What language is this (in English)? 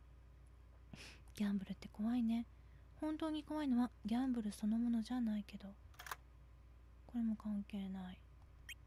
Japanese